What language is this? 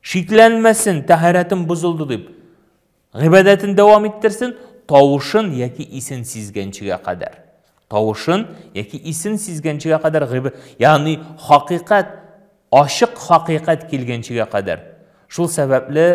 Tatar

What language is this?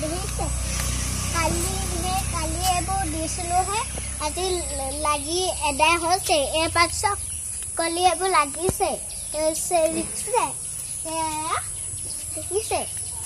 Assamese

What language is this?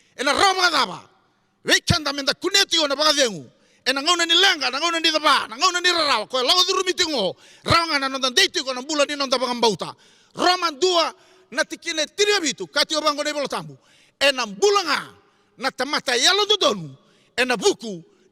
Fijian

